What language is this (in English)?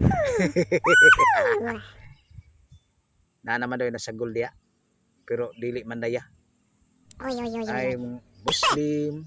Cebuano